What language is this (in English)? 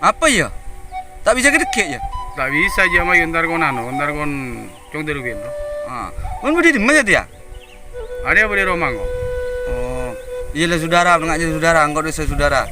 Madurese